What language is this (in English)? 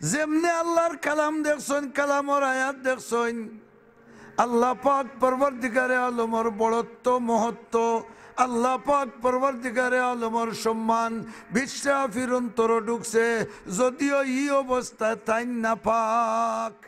Sylheti